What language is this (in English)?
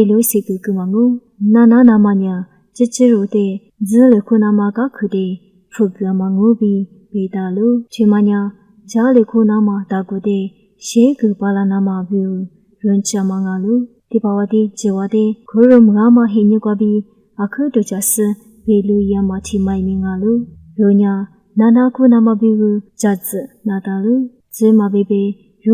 Lisu